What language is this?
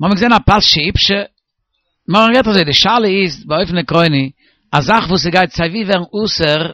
Yiddish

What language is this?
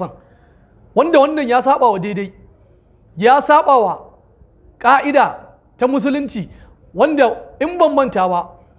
Hausa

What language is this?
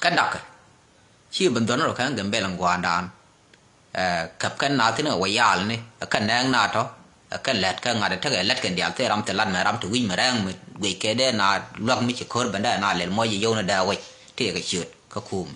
Nuer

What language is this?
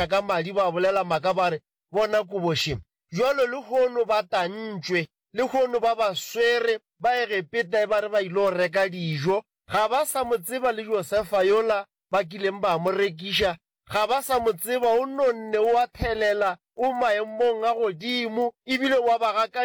Northern Sotho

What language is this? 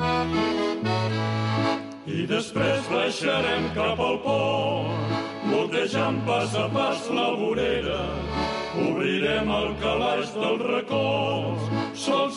Catalan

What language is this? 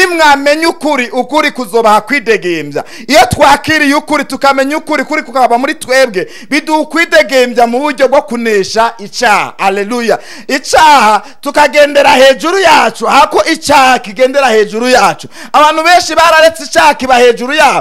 Rundi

